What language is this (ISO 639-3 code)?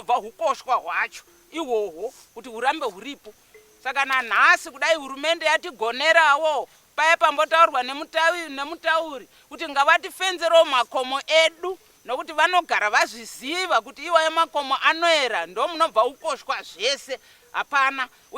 sna